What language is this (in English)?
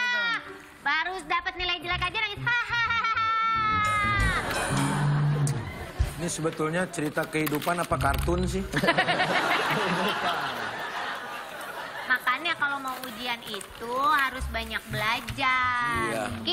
Indonesian